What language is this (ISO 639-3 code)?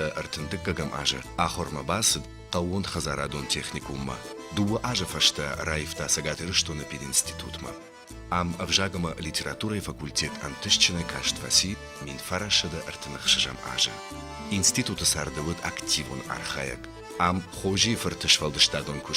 oss